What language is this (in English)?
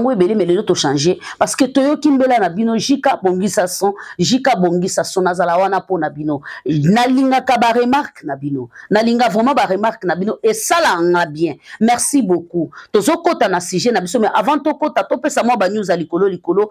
Lingala